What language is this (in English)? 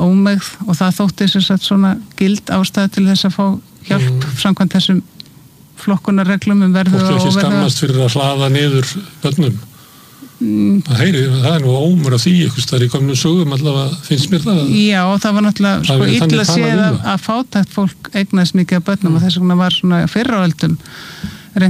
Icelandic